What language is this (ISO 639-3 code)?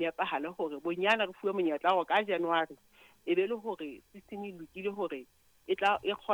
sot